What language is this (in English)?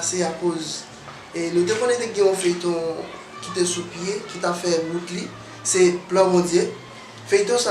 Haitian Creole